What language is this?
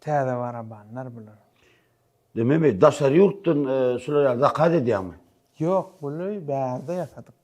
Turkmen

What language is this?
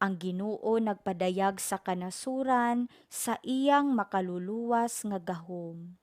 Cebuano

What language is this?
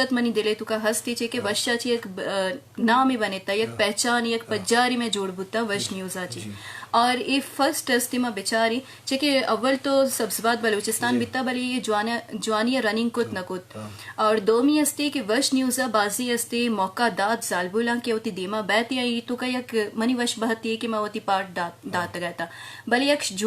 Eastern Balochi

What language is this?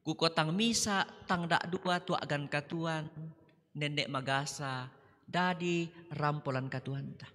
Toraja-Sa'dan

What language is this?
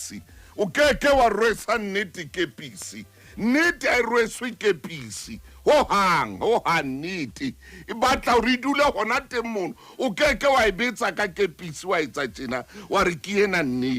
Southern Sotho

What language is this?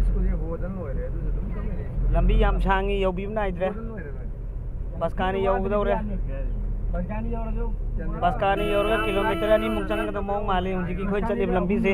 Manipuri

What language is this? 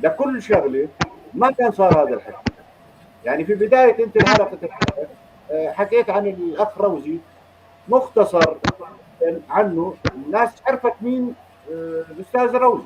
North Levantine Arabic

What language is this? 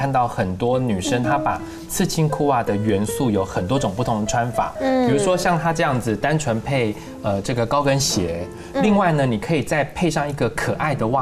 Chinese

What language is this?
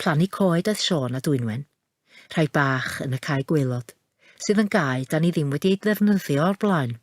Welsh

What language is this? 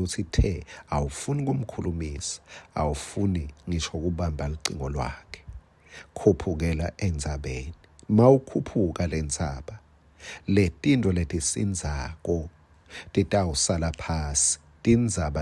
Swati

